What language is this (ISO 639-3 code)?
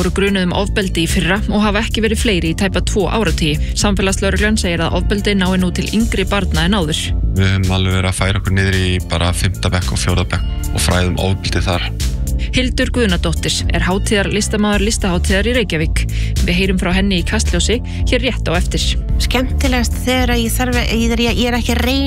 isl